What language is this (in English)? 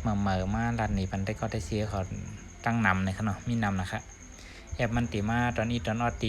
Shan